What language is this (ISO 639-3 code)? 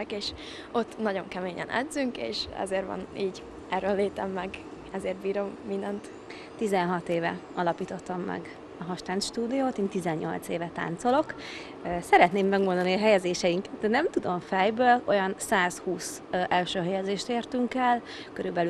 hun